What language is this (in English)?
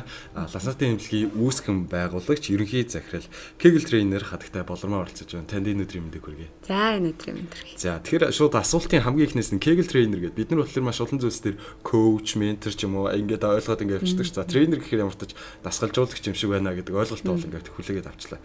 Mongolian